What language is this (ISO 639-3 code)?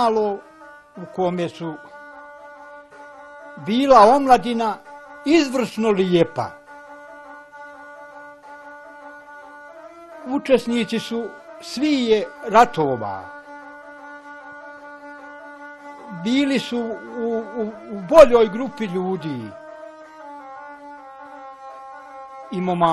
bos